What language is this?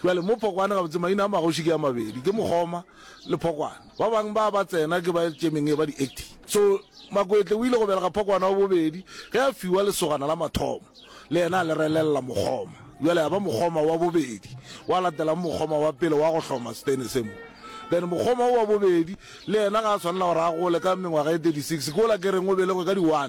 Northern Sotho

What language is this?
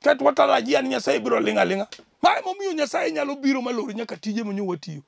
Luo (Kenya and Tanzania)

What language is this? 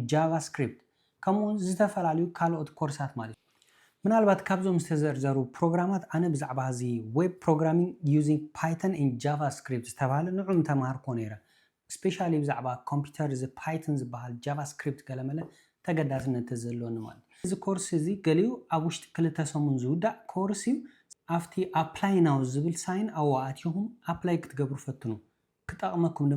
Tigrinya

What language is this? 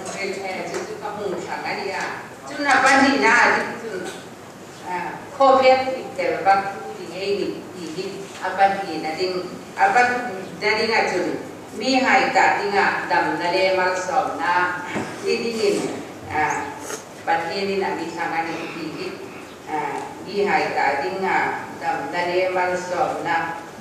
Hmar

